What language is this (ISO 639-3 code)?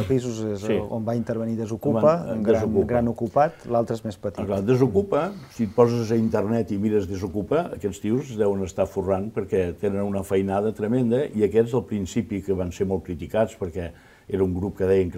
cat